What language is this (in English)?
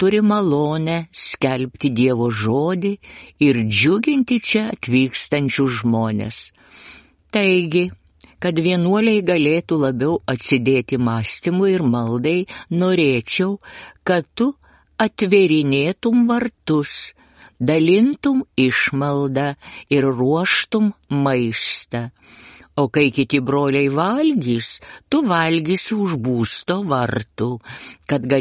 Lithuanian